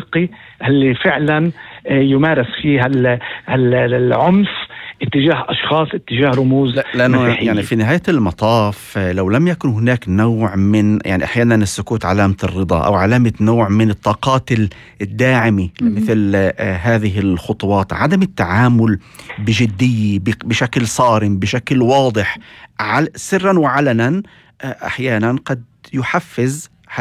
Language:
North Levantine Arabic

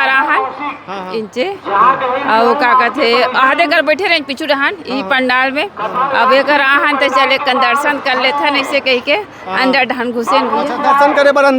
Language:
Chhattisgarhi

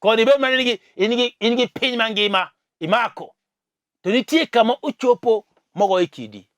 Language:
Luo (Kenya and Tanzania)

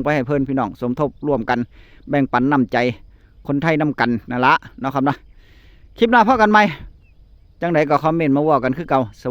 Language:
Northeastern Thai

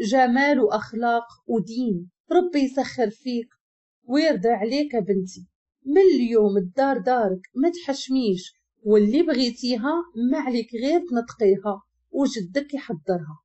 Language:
Moroccan Arabic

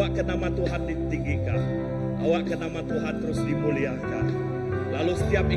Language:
Iban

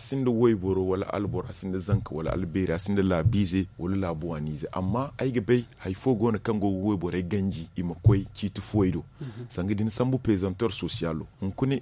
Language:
Zarma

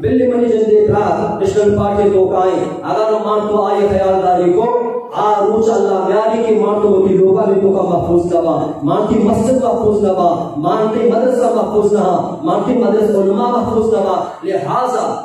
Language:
Eastern Balochi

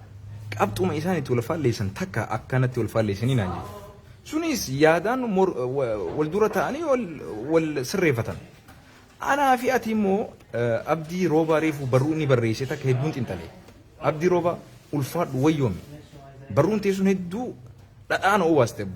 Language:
Oromo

